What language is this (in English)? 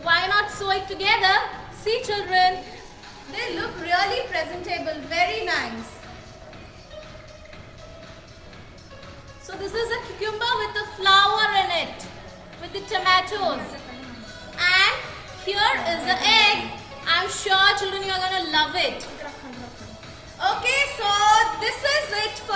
English